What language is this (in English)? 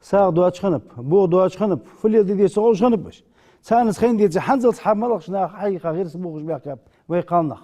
Ingush